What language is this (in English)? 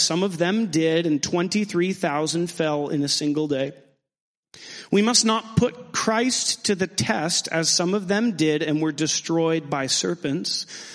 English